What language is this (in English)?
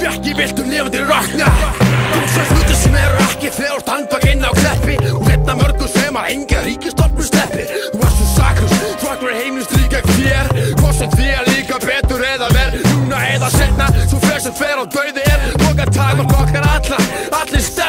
Icelandic